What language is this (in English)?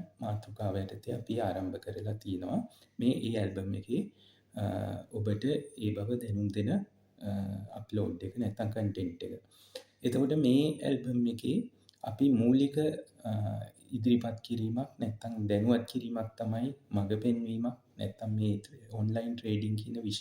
Sinhala